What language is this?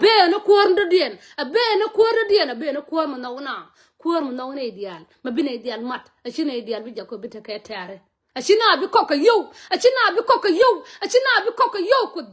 Nuer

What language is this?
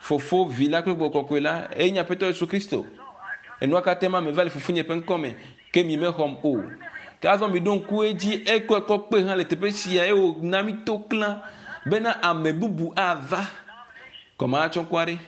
Ewe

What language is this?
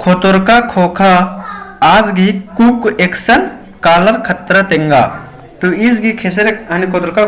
Kurukh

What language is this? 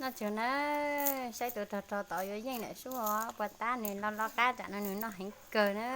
Hmong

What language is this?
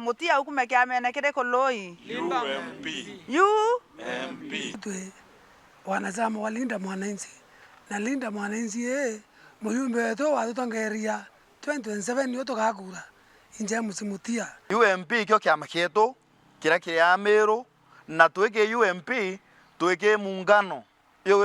Meru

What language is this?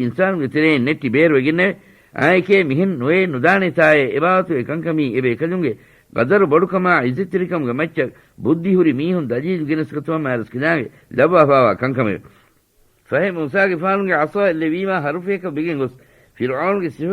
Divehi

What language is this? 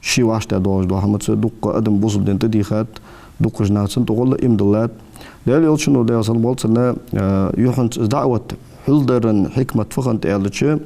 Ingush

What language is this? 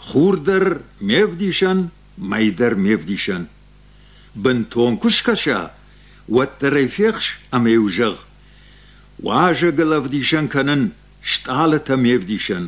Ossetic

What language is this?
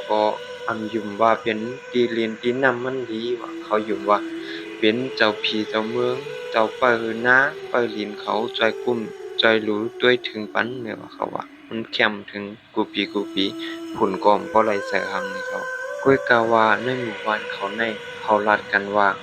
Shan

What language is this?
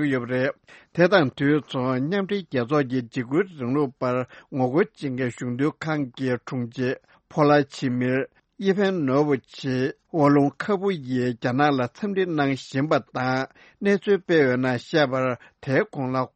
Tibetan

